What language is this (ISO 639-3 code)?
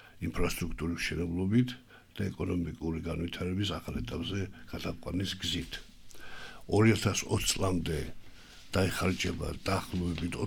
kat